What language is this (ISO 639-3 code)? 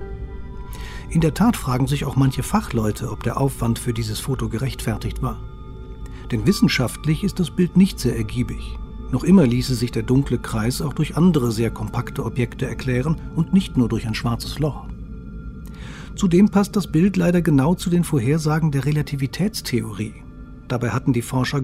deu